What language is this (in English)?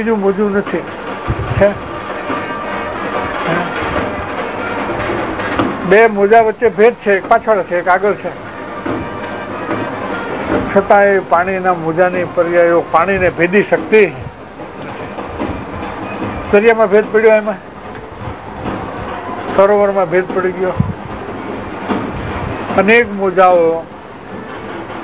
Gujarati